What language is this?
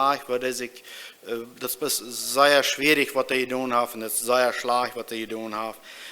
Plautdietsch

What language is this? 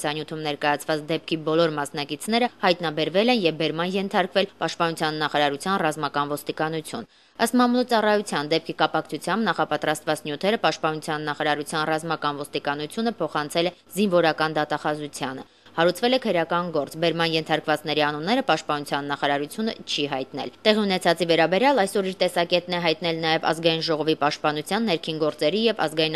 Armenian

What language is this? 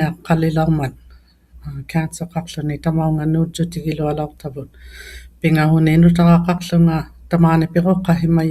Inuktitut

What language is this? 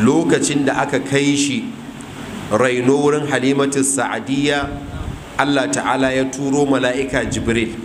Hausa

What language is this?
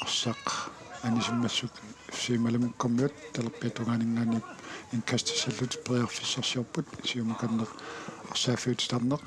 Kalaallisut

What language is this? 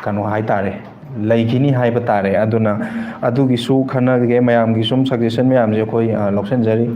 Manipuri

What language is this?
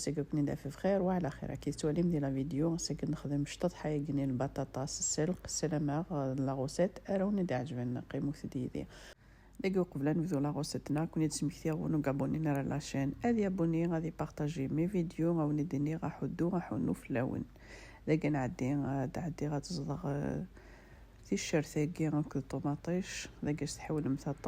Kabyle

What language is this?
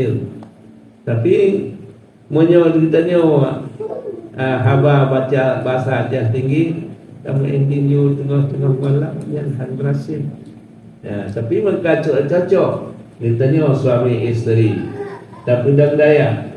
Achinese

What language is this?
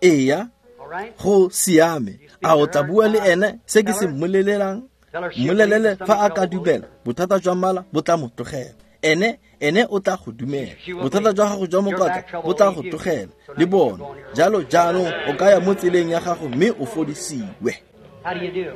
Tswana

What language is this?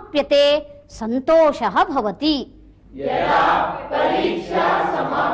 Sanskrit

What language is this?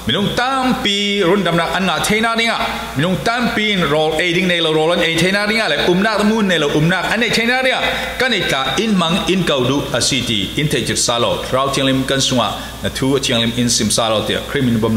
Falam Chin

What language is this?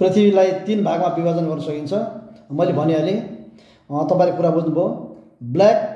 Nepali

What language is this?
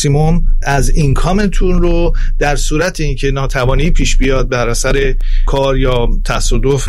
Persian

